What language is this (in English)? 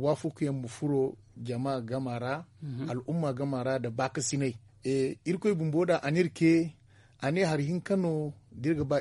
Zarma